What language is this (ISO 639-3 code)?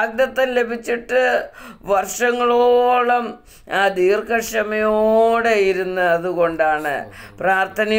mal